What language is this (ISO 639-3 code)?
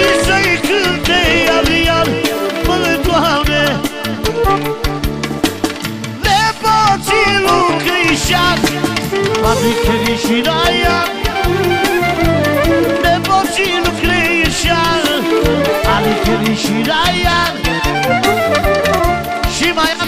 ron